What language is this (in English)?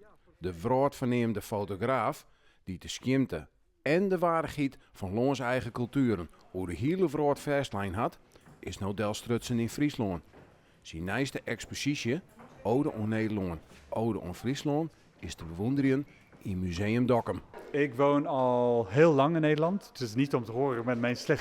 Western Frisian